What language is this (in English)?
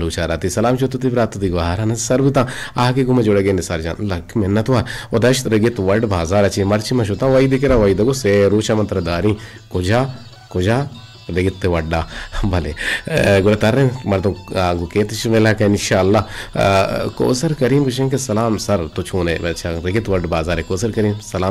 Eastern Balochi